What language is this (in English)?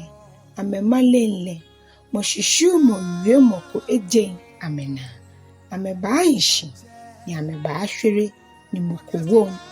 Ga